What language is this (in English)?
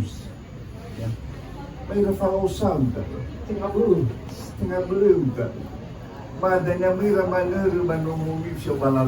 Nias